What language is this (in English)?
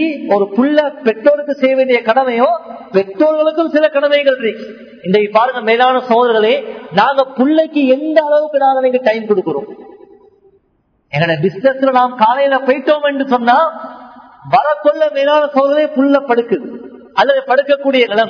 Tamil